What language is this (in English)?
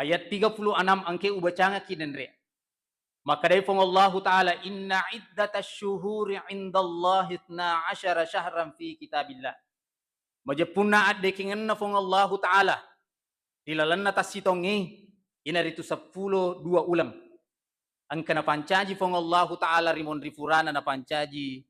Buginese